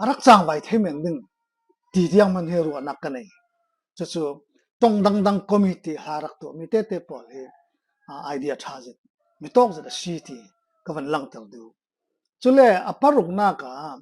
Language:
Falam Chin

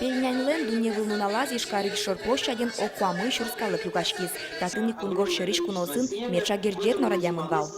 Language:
Udmurt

